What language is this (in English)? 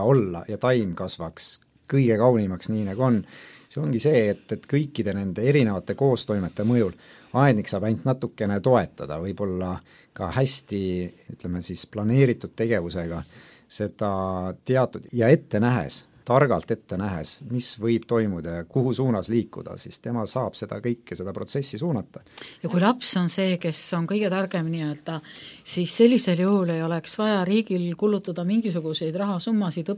Estonian